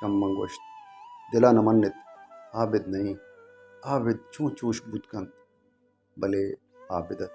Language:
Baluchi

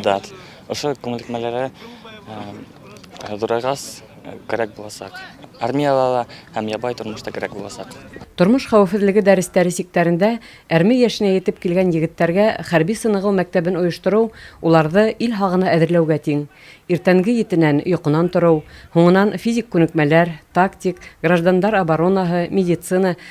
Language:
Bashkir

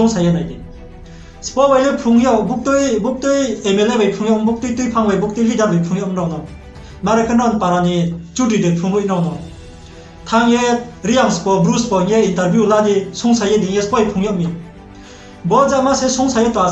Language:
Riang (India)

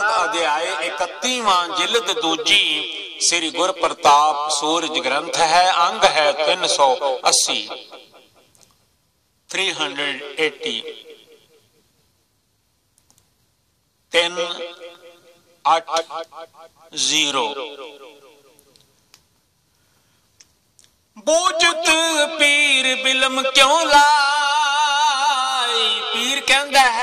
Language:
Punjabi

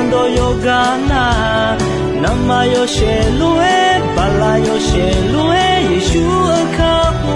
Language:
Akha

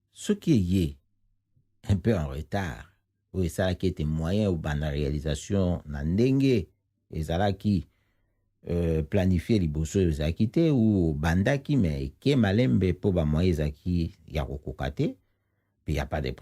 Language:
Lingala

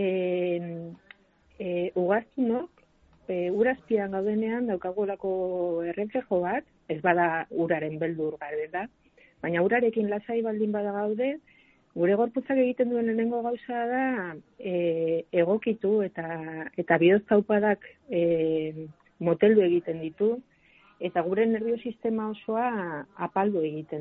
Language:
Basque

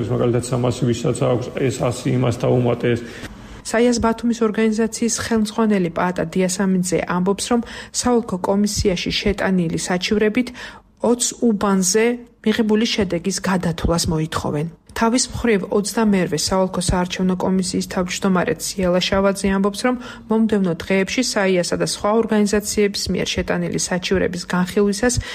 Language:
Georgian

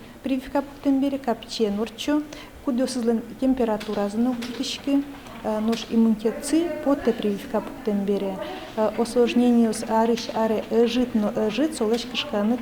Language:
Udmurt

